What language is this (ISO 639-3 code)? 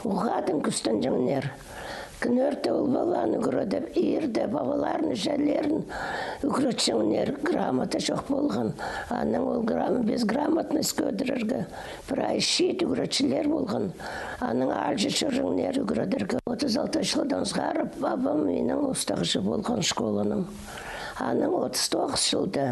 kjh